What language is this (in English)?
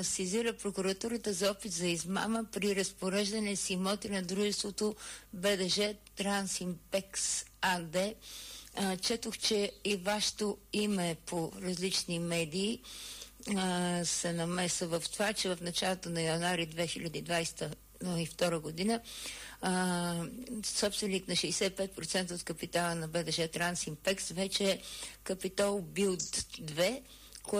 Bulgarian